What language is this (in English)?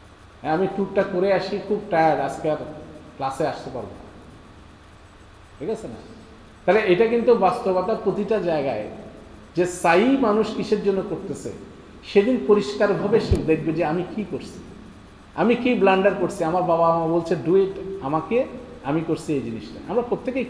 Bangla